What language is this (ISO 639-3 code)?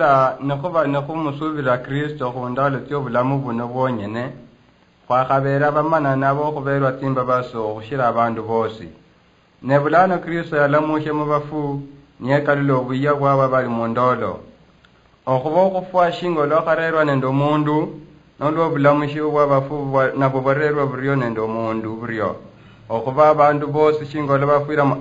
luy